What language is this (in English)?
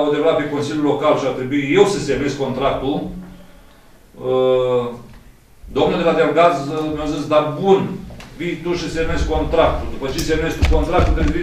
Romanian